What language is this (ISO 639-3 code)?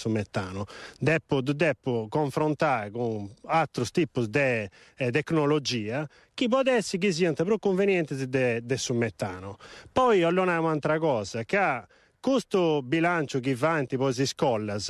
srd